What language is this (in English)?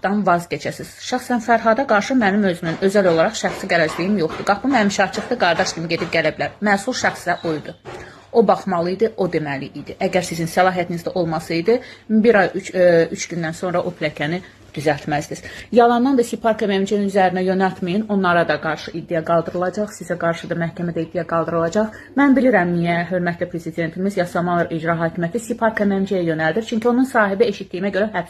Azerbaijani